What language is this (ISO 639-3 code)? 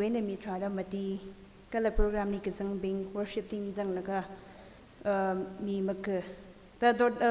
nmf